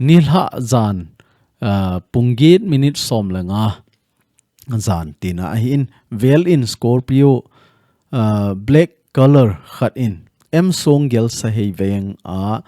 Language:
Thado Chin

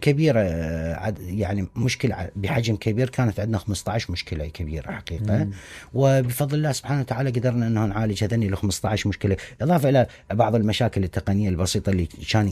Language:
Mesopotamian Arabic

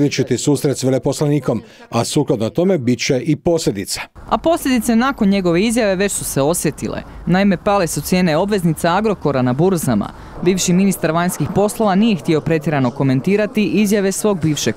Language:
Croatian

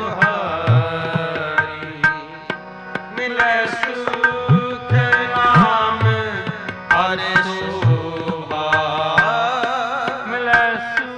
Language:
Punjabi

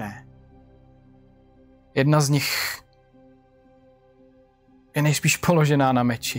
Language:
Czech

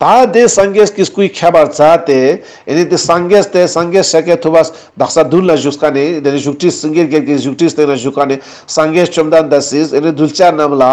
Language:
Ladakhi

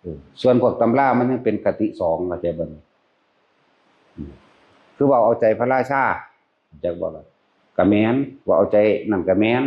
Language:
Northeastern Thai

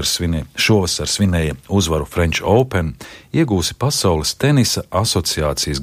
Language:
Latvian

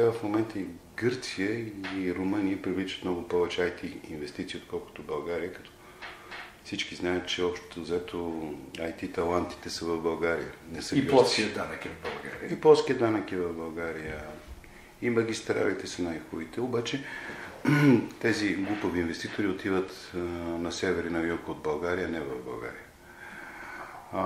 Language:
Bulgarian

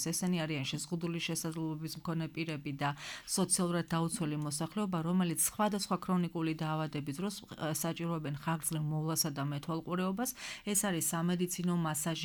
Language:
Georgian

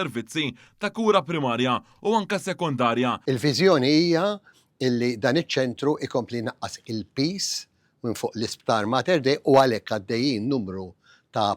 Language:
Maltese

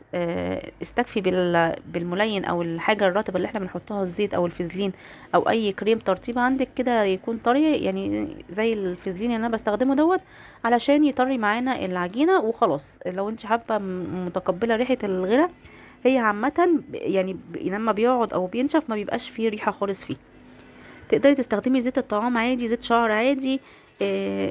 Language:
Egyptian Arabic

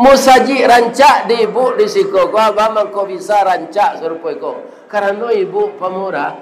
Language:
Minangkabau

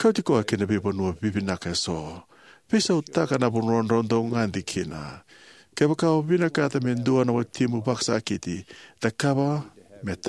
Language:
Fijian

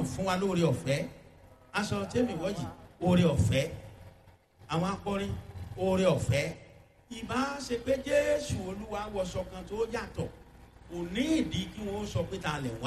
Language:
Yoruba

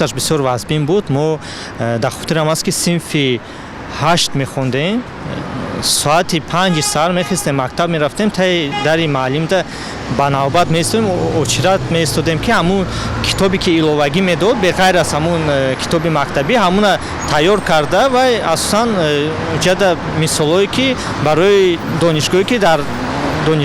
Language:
Tajik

